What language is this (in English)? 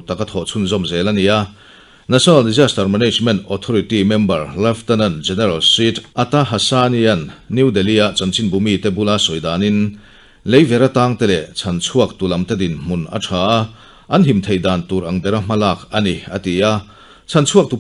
Mizo